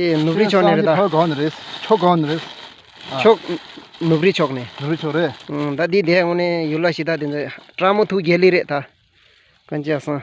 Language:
Tibetan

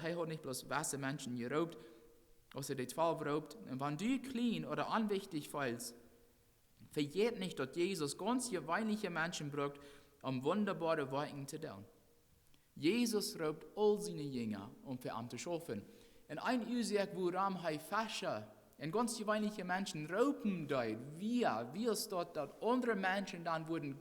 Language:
Plautdietsch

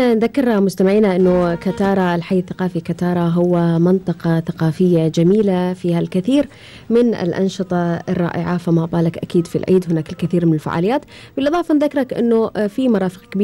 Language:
Gulf Arabic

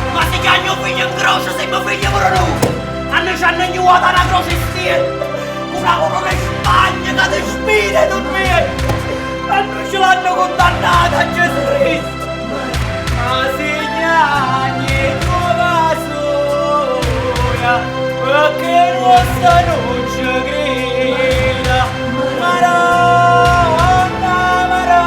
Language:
Neapolitan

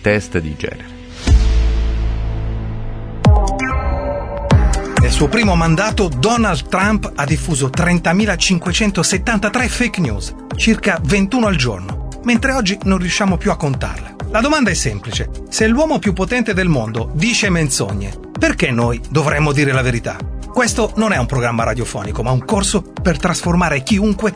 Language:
Italian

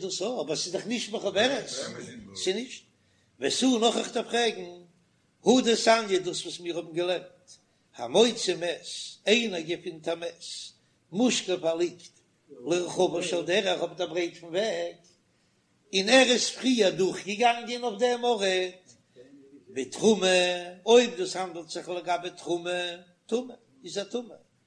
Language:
Yiddish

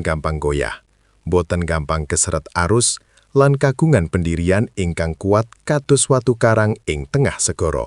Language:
Javanese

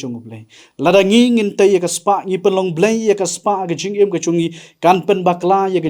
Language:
Khasi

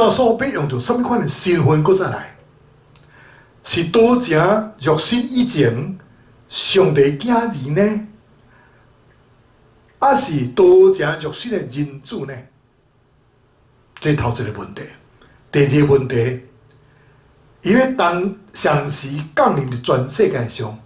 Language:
Min Nan Chinese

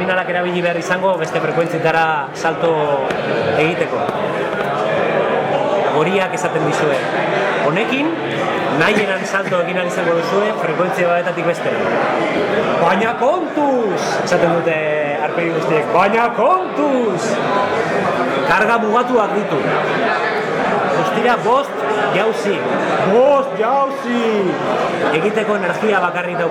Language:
Basque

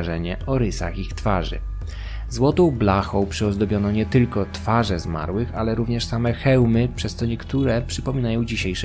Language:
Polish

